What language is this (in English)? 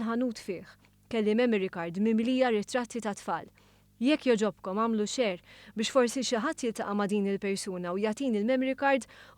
Maltese